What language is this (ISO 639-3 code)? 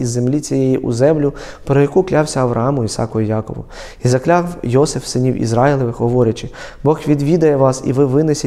ukr